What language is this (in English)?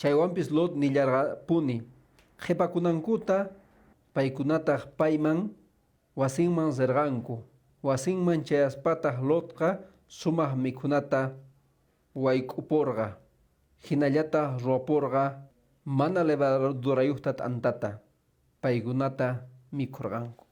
Quechua